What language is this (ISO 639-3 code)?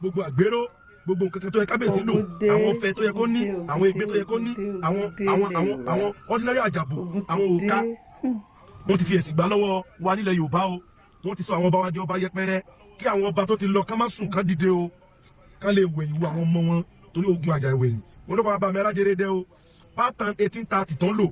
yor